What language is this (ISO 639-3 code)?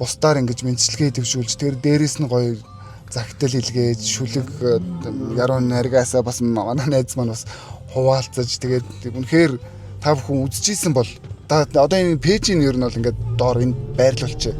mon